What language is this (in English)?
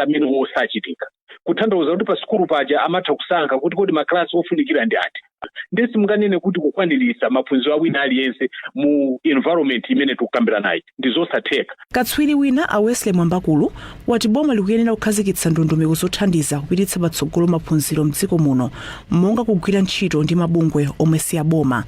Nyanja